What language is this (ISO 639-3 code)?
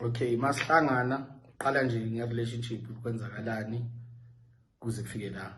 zul